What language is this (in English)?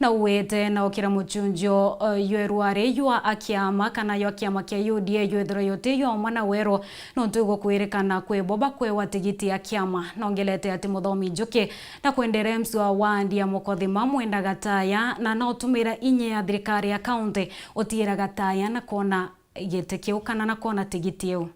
Meru